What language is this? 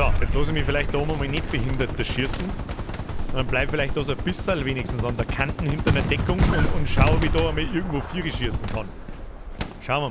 Bavarian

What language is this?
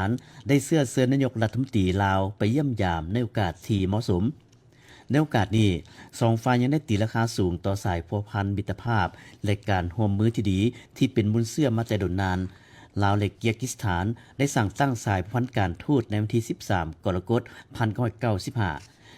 Lao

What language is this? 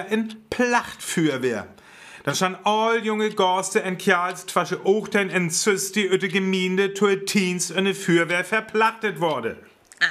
Northern Frisian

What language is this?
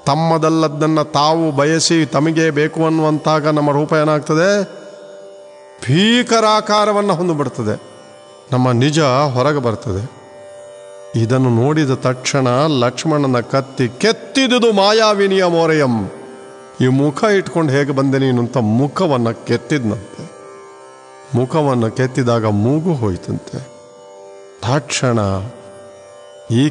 Kannada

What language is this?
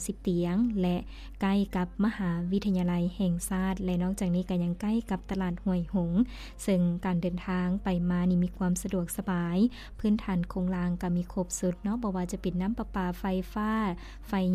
Lao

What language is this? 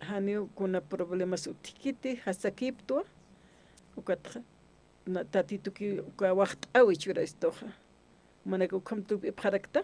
Aymara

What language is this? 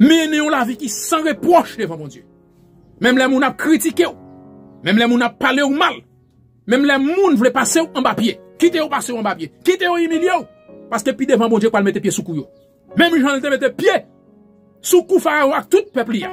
Haitian Creole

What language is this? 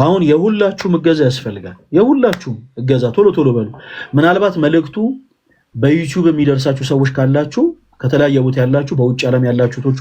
Amharic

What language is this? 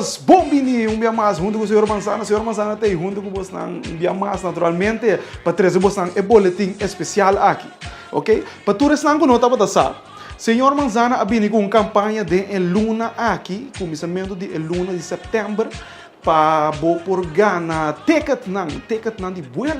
Papiamento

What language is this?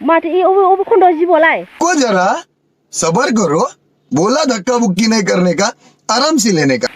Bodo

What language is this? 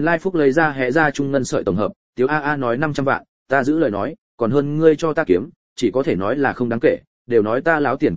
Vietnamese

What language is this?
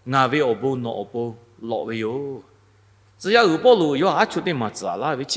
Lahu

